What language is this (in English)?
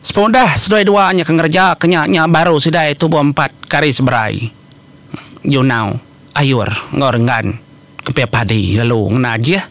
Iban